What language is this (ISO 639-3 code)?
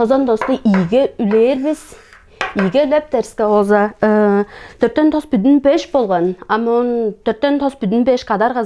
tyv